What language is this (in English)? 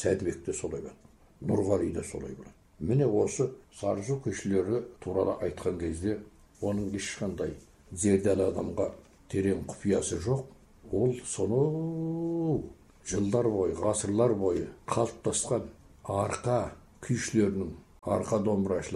Kazakh